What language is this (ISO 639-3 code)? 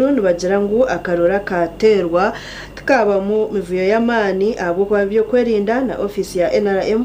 nyn